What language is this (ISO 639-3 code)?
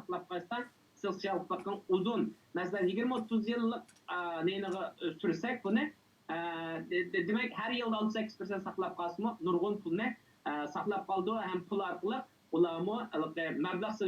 uig